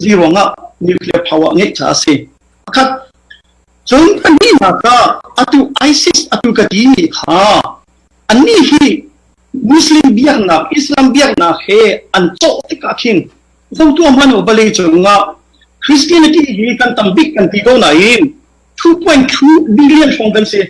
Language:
Hakha Chin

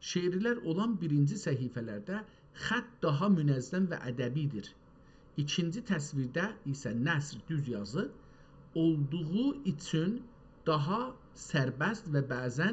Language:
South Azerbaijani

